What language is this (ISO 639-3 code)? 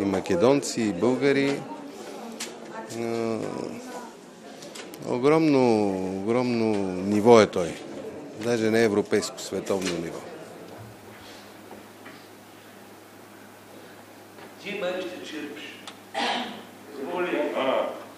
bul